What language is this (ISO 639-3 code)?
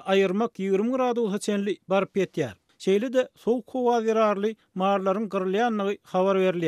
tuk